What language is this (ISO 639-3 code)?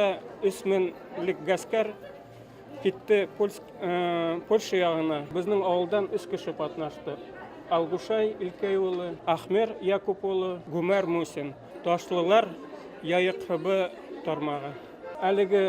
bak